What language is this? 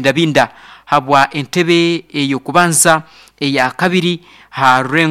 Nyankole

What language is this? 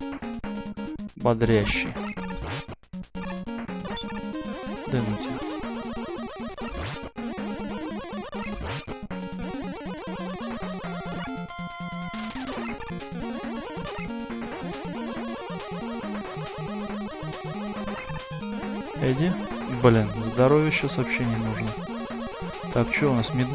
Russian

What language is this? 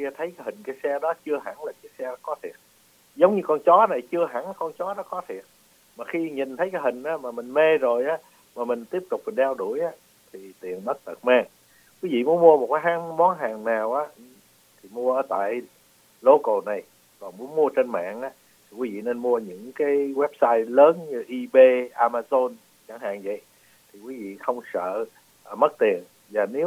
Vietnamese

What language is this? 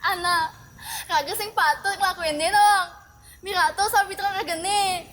Balinese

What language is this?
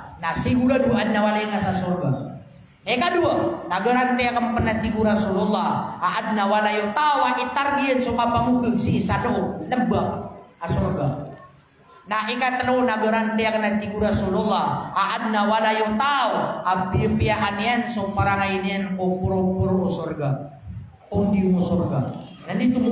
Maranao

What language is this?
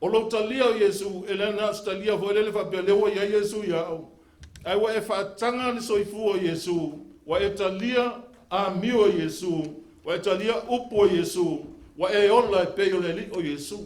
Samoan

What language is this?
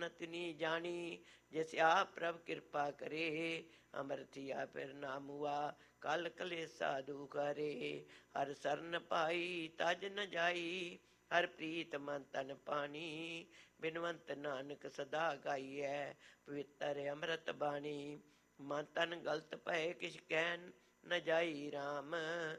Punjabi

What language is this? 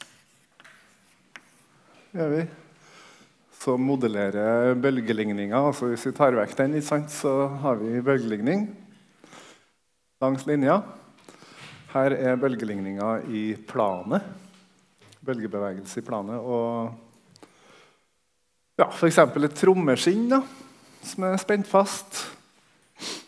Norwegian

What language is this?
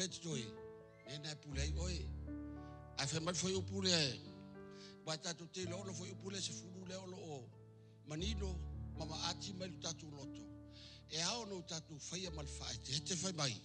Samoan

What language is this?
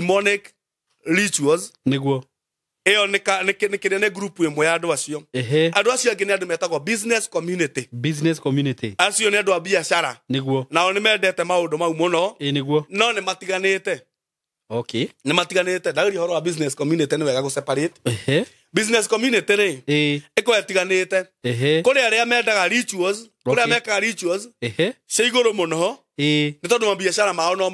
Kikuyu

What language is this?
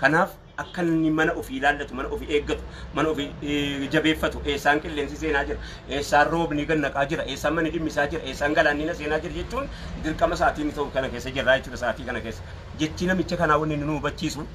Oromo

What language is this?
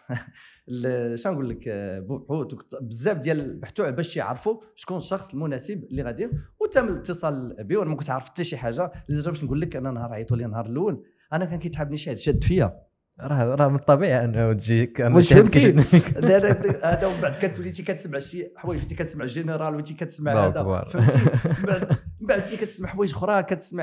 Moroccan Arabic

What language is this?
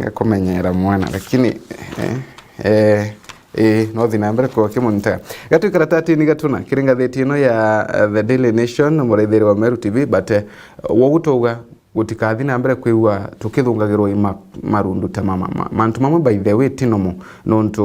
Meru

